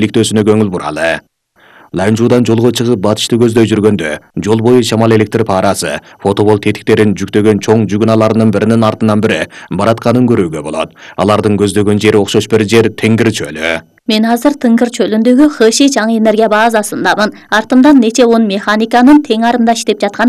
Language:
Kyrgyz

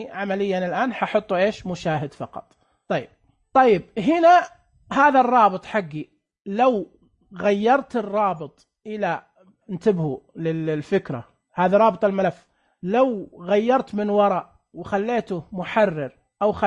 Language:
Najdi Arabic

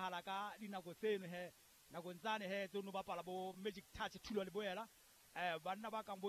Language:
Southern Sotho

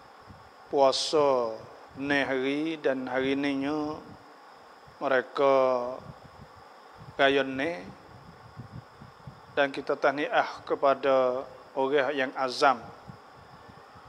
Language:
Pattani Malay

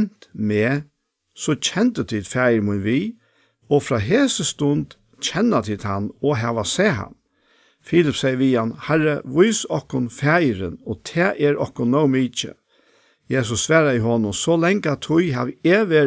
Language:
Faroese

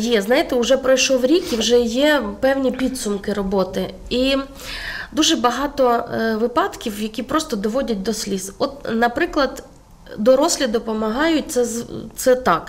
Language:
Ukrainian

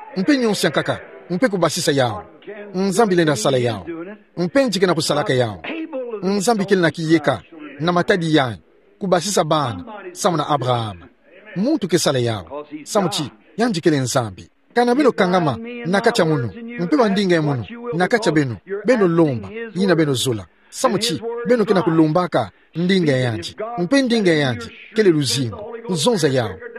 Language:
Kituba (Democratic Republic of Congo)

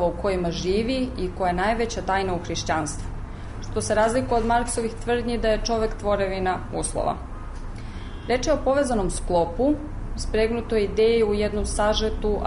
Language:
Serbian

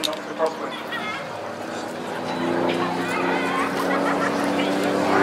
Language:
English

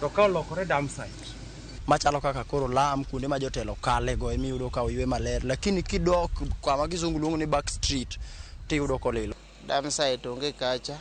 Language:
Luo (Kenya and Tanzania)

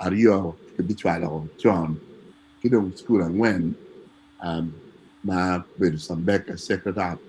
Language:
Acoli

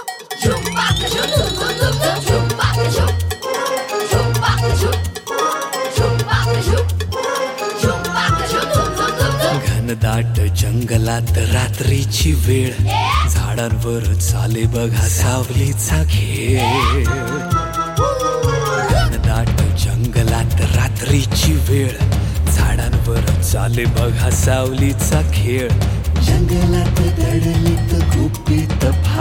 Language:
Marathi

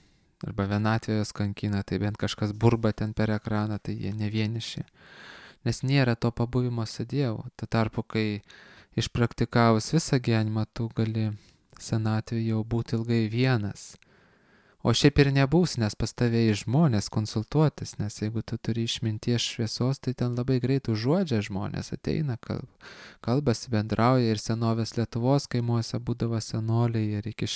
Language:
Lithuanian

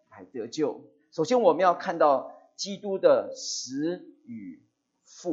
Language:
Chinese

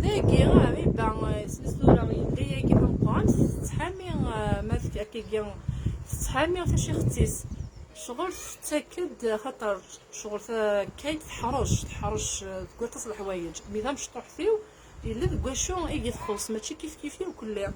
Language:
Kabyle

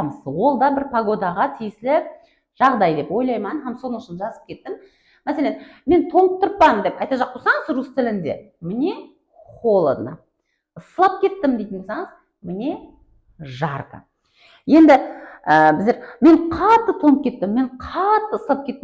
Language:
Kara-Kalpak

